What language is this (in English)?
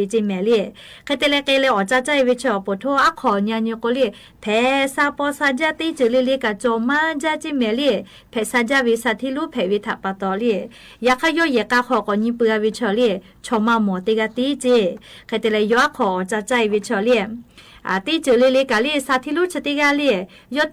Lahu